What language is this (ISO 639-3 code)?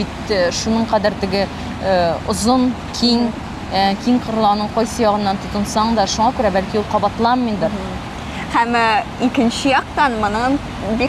tat